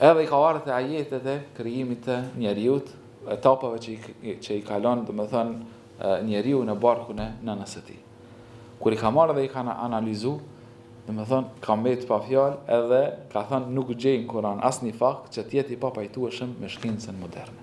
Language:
Albanian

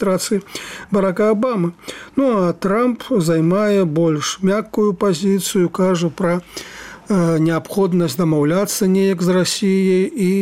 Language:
Belarusian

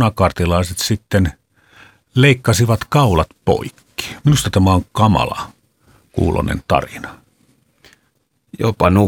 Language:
Finnish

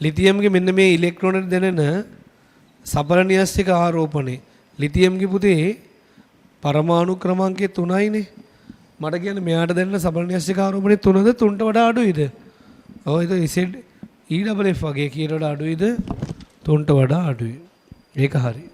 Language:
Sinhala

